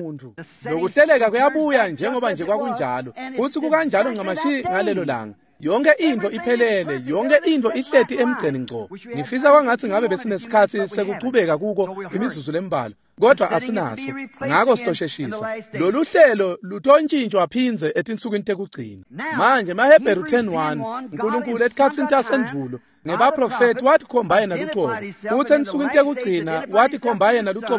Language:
Swati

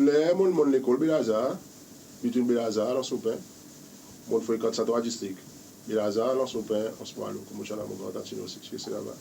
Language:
Seselwa Creole French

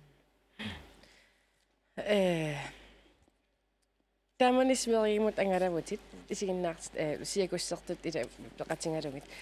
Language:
Kalaallisut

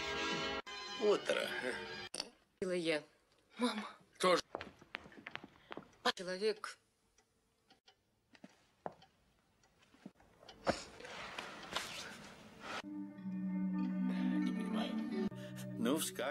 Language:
Russian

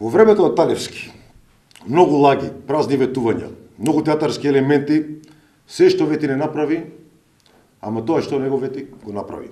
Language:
Macedonian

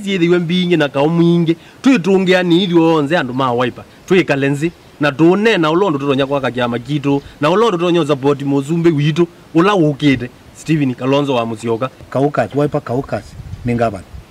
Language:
Kamba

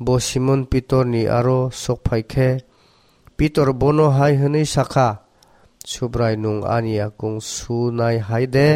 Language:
Kok Borok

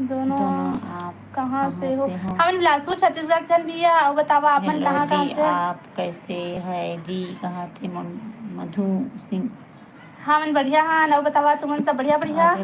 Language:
Chhattisgarhi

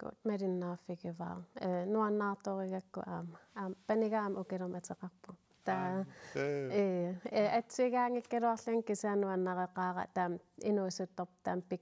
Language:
Kalaallisut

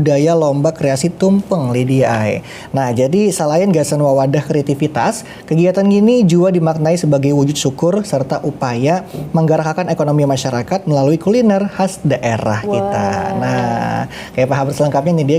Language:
Banjar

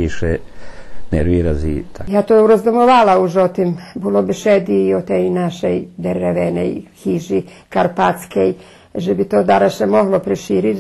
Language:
Rusyn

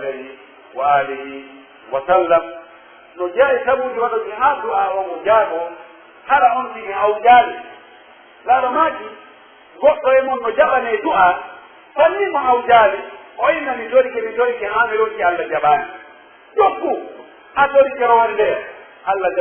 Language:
Pular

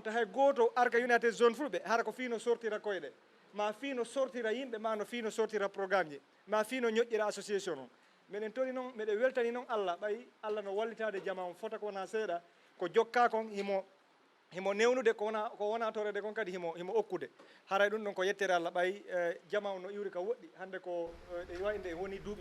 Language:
Fula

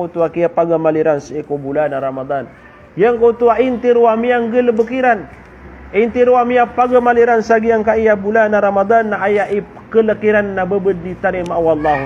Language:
Maranao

